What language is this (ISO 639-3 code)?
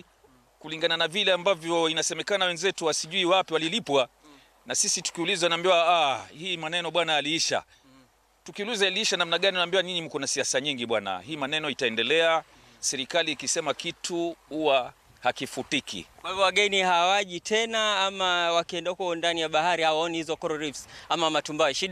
swa